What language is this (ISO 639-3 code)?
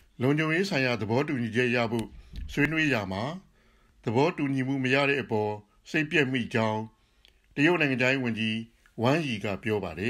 mya